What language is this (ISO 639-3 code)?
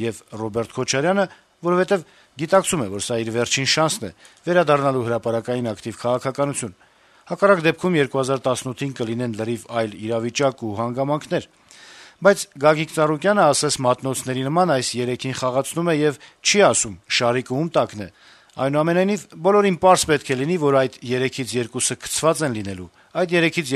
hye